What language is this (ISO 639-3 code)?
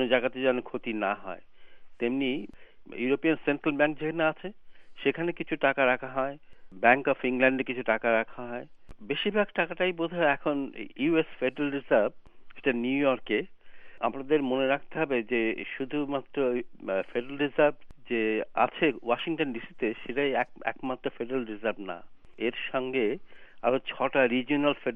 ben